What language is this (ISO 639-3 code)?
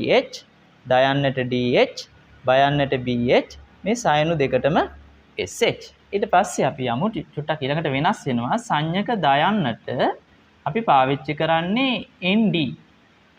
sin